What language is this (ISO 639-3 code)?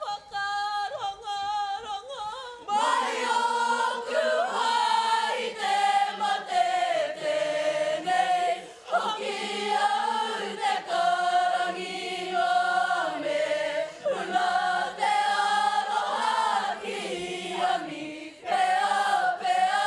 mri